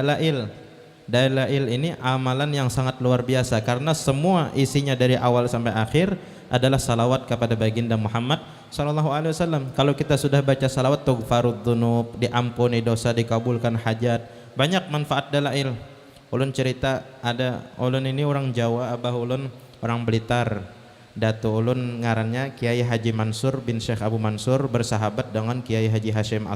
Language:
Banjar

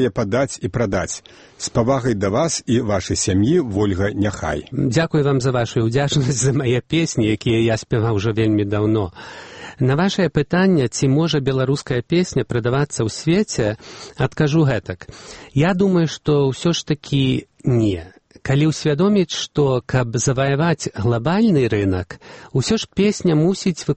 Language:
Belarusian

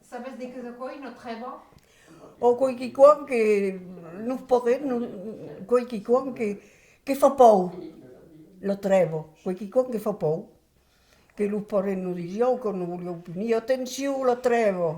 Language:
Occitan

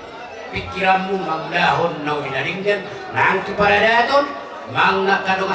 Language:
Batak Toba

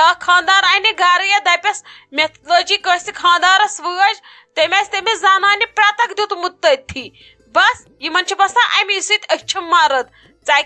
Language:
Kashmiri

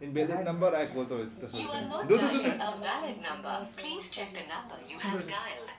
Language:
Manipuri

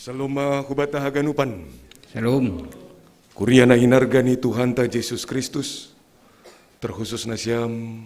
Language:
Batak Simalungun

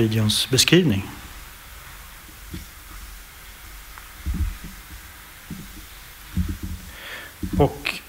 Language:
Swedish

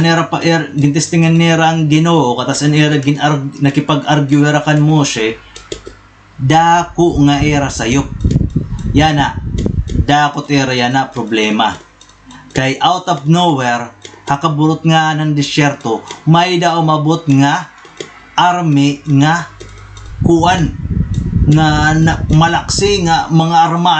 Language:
Waray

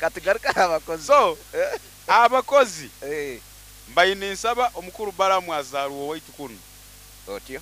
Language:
Nyoro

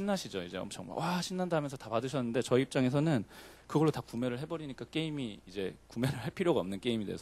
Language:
Korean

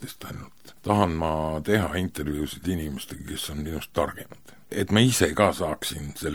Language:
Estonian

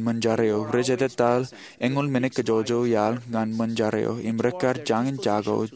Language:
Marshallese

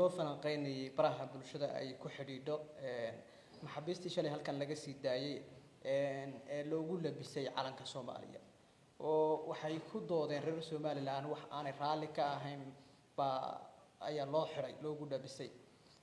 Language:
Somali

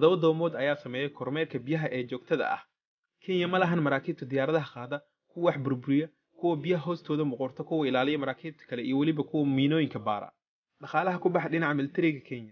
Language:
Somali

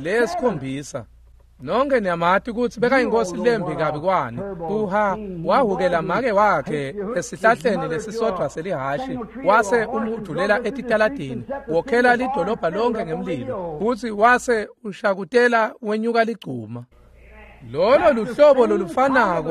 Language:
Swati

